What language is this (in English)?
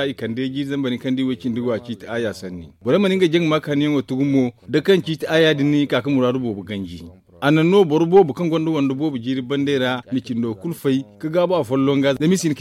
Zarma